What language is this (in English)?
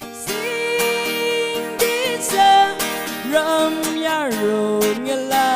Tangkhul Naga (India)